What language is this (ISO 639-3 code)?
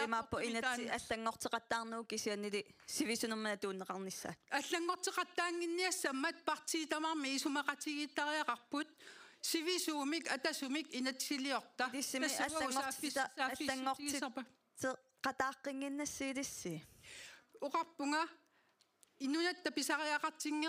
kal